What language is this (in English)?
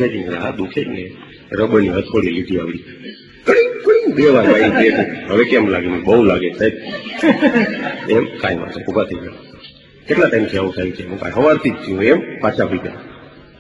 Gujarati